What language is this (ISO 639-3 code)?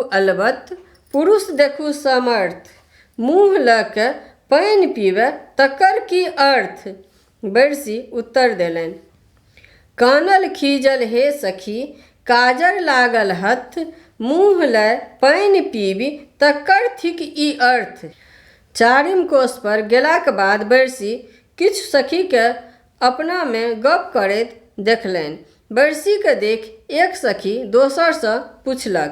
mai